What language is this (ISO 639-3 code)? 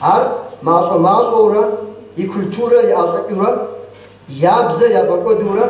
kbd